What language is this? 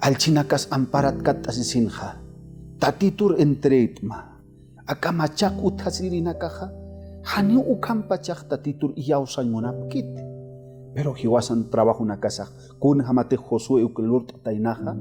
Aymara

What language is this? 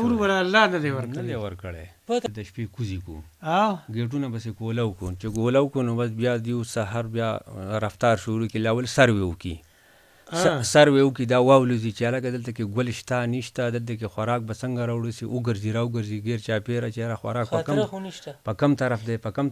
Pashto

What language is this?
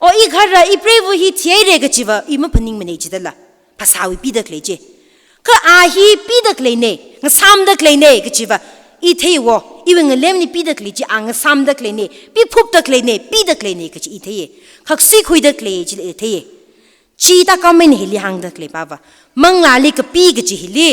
Tangkhul Naga (India)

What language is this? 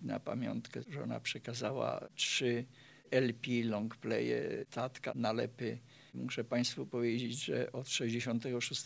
Polish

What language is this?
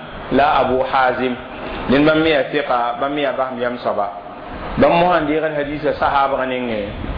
Mossi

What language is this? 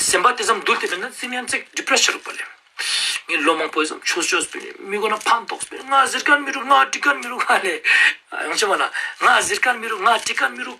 Ladakhi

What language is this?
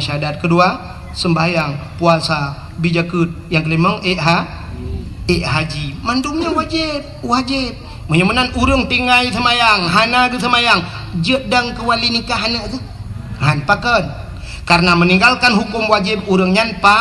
Achinese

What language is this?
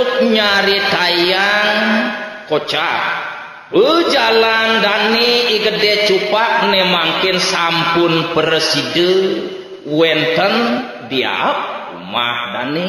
Balinese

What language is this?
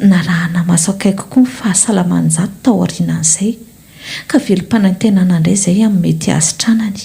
Malagasy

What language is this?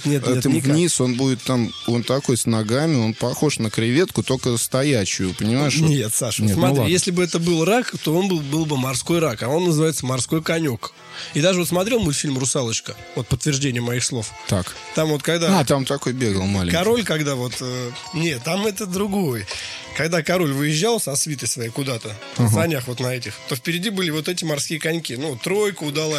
Russian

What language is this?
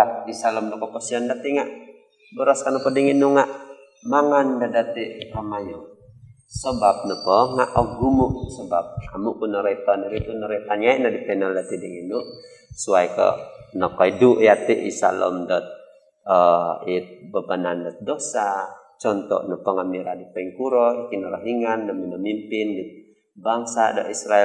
Central Dusun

